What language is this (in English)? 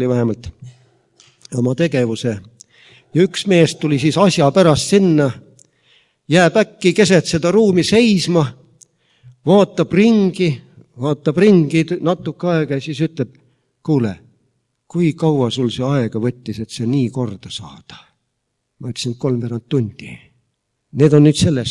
Estonian